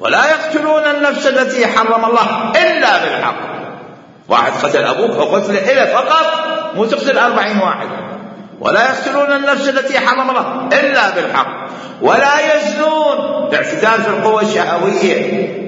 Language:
Mesopotamian Arabic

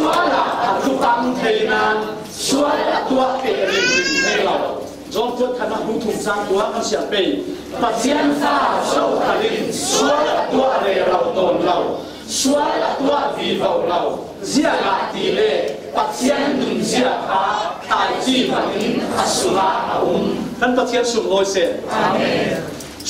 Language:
Falam Chin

